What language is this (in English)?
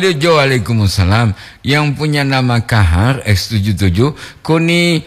Gorontalo